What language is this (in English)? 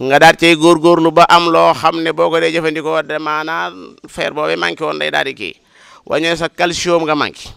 Wolof